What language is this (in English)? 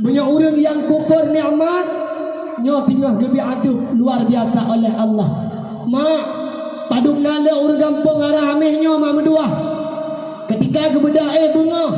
Achinese